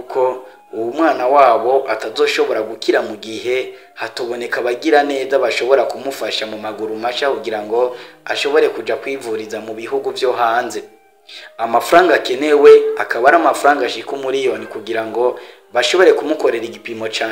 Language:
Rundi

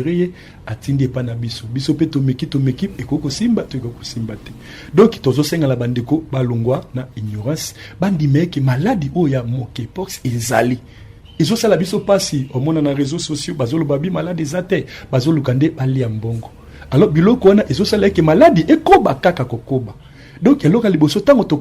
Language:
Lingala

